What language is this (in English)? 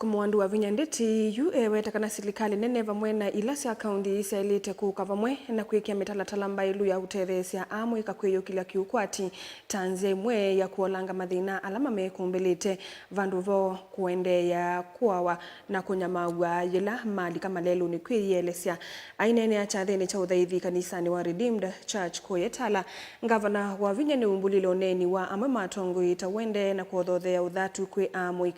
Kamba